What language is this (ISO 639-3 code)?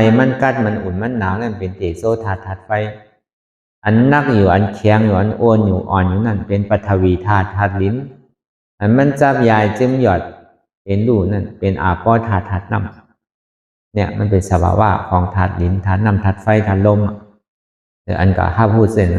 shn